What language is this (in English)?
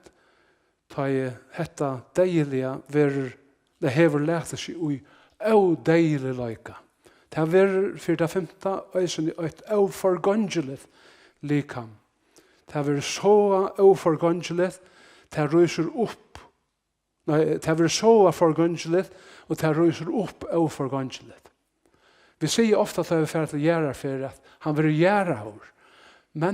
Faroese